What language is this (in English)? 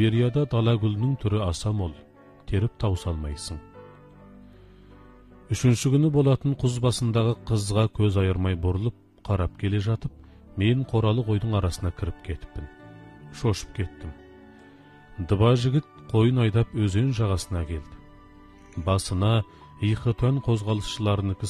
Kazakh